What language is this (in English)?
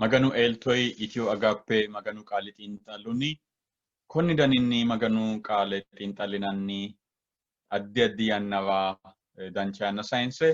Sidamo